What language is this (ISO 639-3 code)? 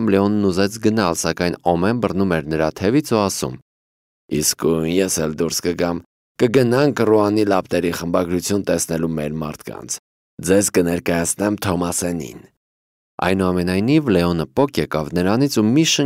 hye